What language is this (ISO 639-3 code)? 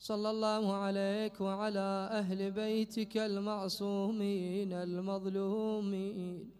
acm